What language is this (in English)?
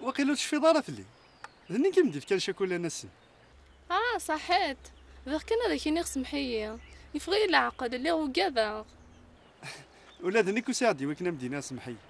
Kabyle